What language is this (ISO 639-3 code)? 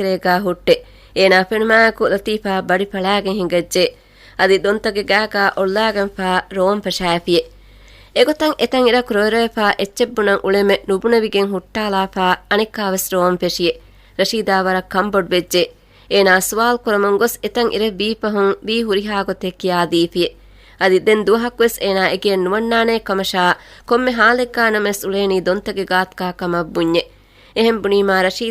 div